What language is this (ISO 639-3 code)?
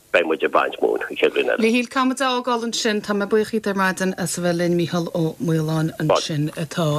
gle